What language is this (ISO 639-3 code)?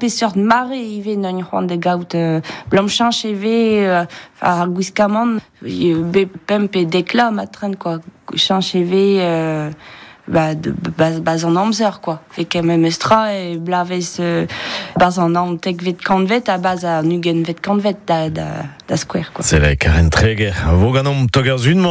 bre